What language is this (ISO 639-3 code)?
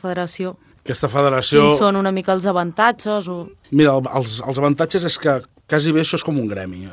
cat